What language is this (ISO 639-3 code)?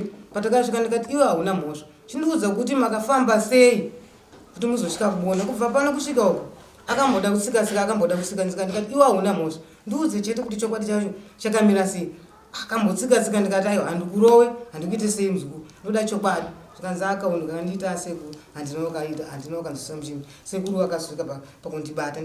sna